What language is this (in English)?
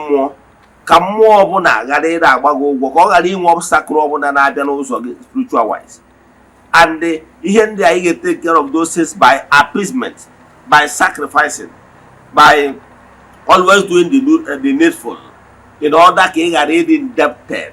Igbo